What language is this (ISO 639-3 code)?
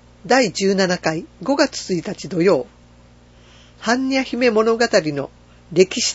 jpn